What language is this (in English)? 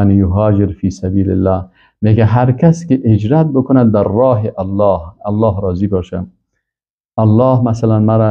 Persian